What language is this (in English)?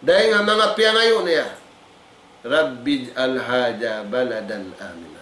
Tausug